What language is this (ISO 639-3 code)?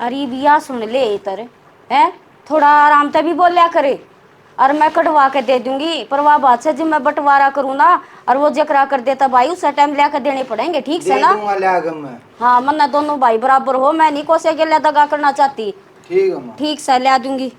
bgc